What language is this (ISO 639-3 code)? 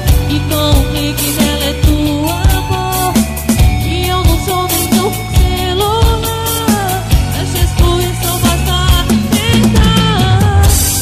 por